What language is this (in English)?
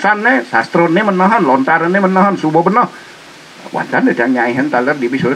Balinese